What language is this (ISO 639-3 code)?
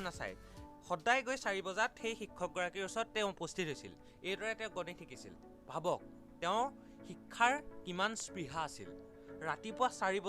asm